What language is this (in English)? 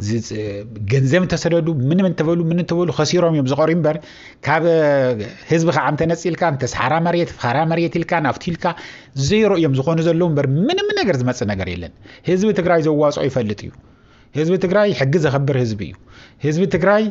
Tigrinya